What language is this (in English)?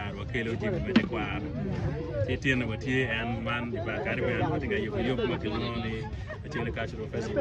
Acoli